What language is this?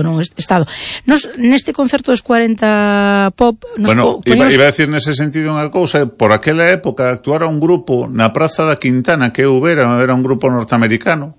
Galician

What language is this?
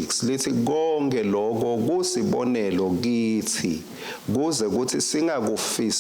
Swati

